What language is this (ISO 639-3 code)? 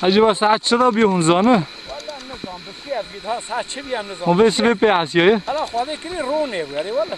kur